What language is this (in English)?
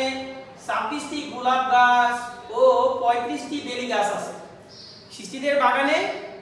Bangla